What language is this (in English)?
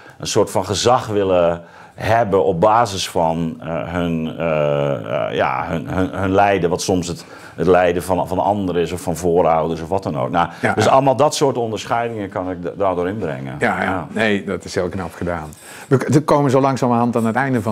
Dutch